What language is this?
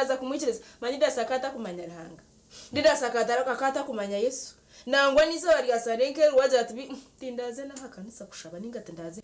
Nyankole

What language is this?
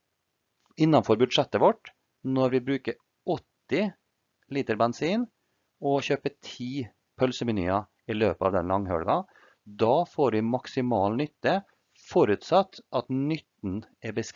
Norwegian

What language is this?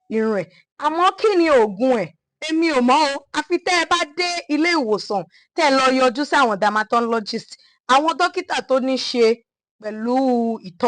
Yoruba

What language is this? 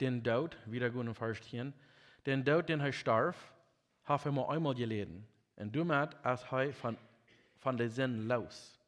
Plautdietsch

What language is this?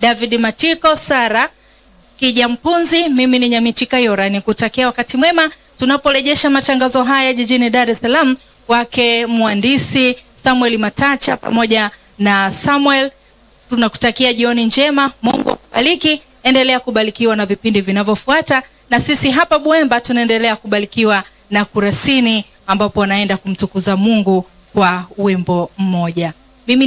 Swahili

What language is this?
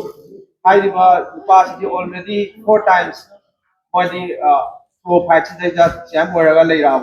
Manipuri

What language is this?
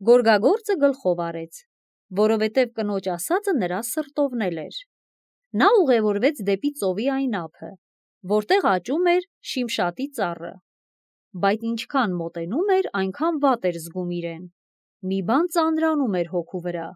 Armenian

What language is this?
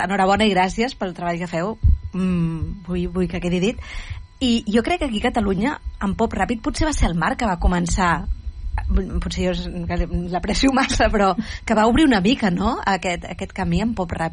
Catalan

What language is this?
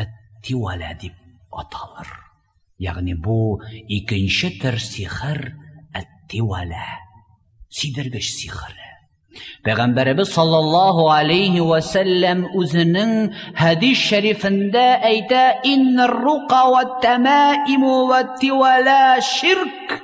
Tatar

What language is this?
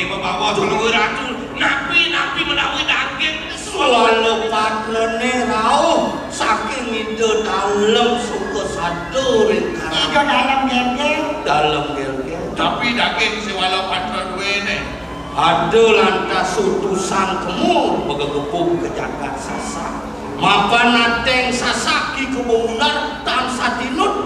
Balinese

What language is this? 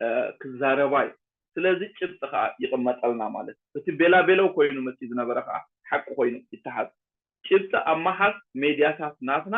Tigrinya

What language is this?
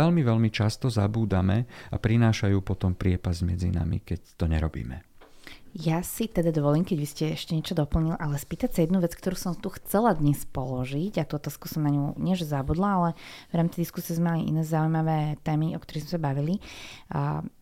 Slovak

